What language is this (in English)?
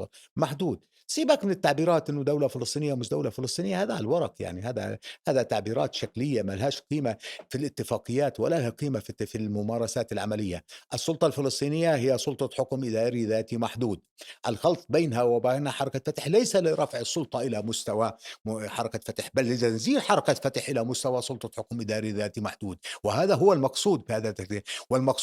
North Levantine Arabic